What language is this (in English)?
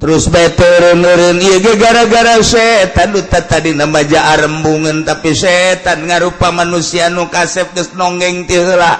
Sundanese